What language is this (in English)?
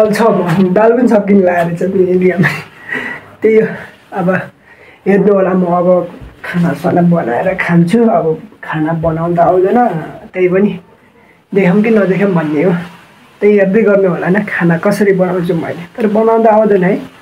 Nepali